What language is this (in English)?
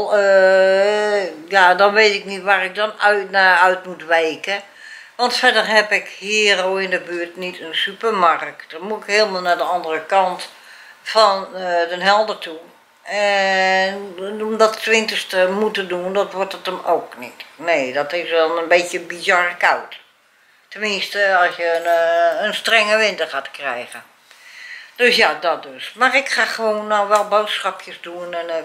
Dutch